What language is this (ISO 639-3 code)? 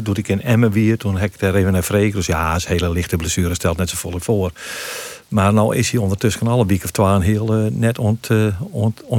fry